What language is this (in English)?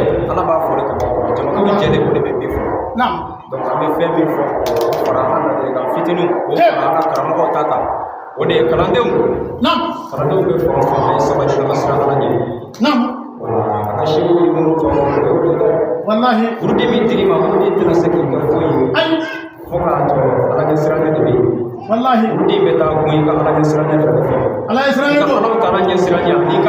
Bambara